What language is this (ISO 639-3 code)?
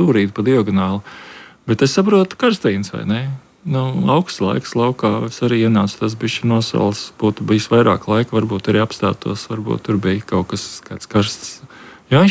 lav